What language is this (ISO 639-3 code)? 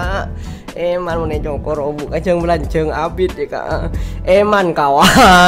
mad